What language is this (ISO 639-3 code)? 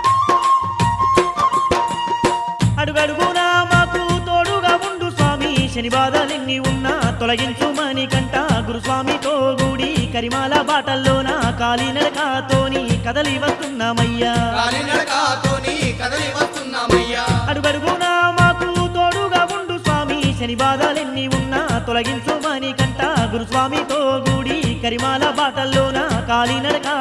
tel